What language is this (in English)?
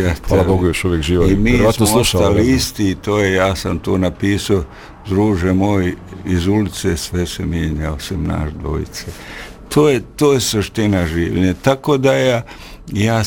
Bosnian